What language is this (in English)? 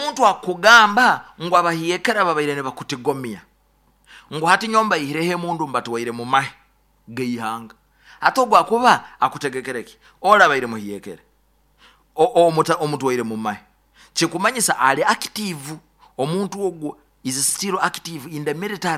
Nyoro